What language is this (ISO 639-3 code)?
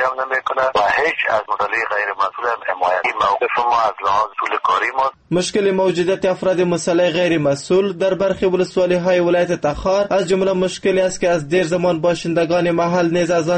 fas